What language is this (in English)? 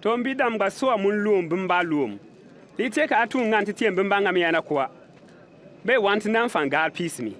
Bimoba